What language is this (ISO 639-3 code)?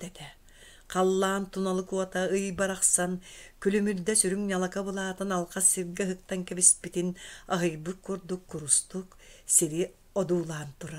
sah